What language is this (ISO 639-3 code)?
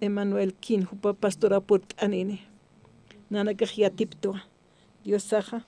aym